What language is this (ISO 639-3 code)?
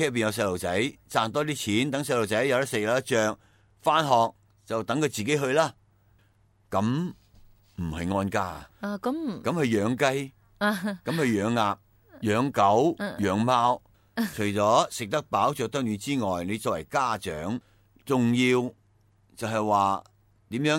yue